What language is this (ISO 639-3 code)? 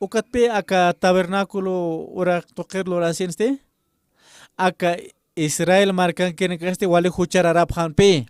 aym